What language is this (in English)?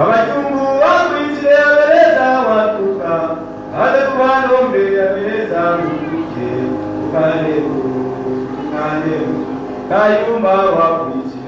Swahili